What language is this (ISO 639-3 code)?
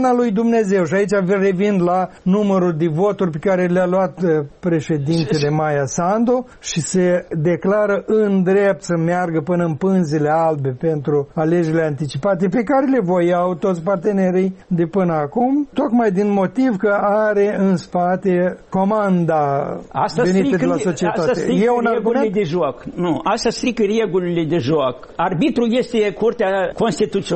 ron